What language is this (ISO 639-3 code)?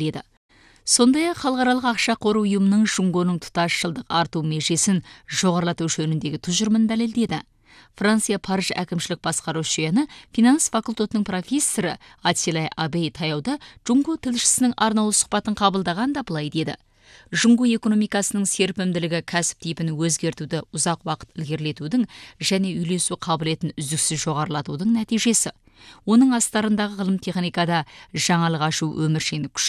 kaz